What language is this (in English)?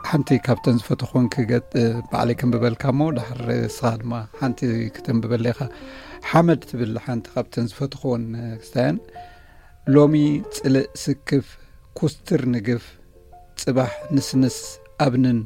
Tigrinya